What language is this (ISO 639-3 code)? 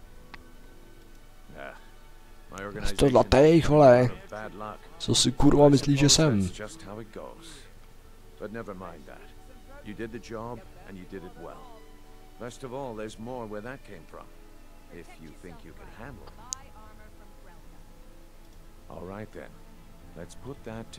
ces